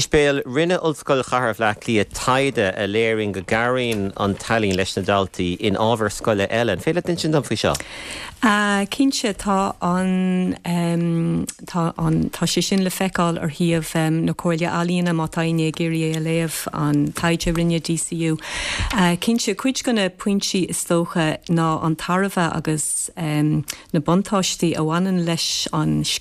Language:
Irish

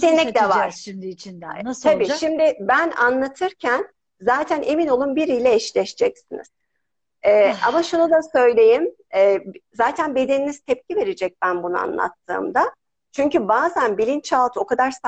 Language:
Turkish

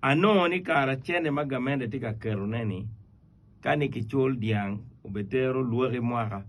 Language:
Acoli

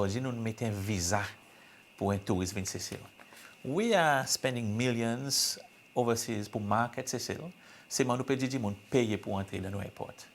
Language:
Seselwa Creole French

